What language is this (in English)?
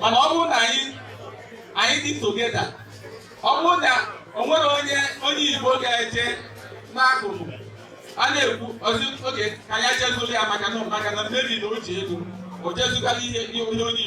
Igbo